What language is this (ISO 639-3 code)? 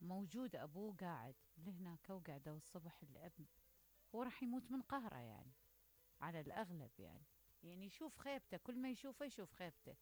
acm